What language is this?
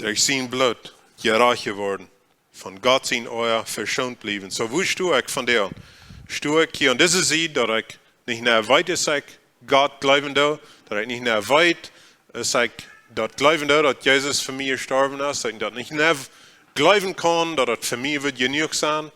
Plautdietsch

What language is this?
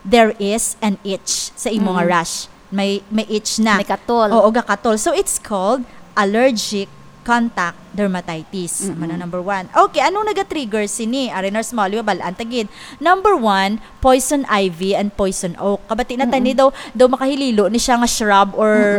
Hiligaynon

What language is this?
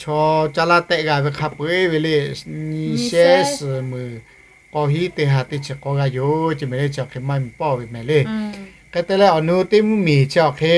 Lahu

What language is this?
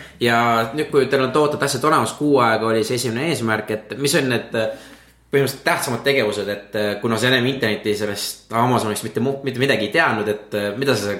Estonian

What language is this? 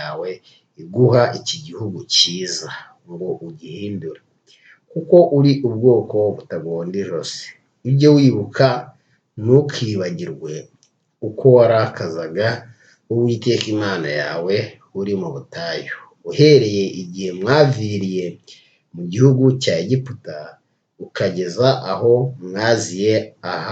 Kinyarwanda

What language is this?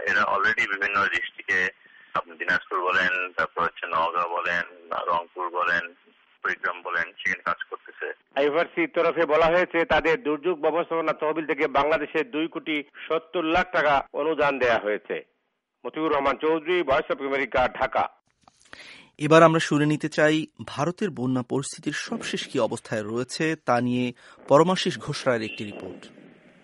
Bangla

